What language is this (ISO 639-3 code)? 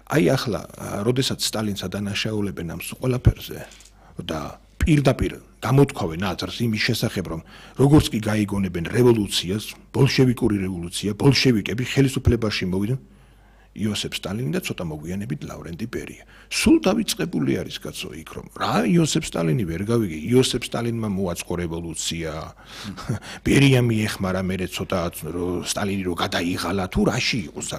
kat